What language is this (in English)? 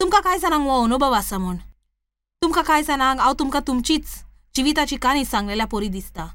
Konkani